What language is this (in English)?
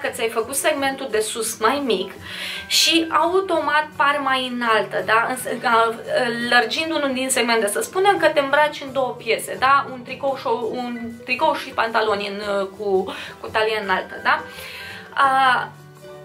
Romanian